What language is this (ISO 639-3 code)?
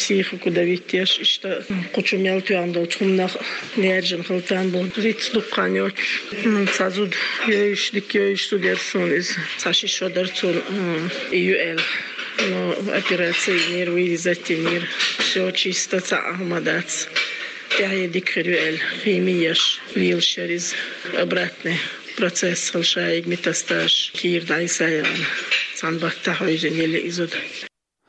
che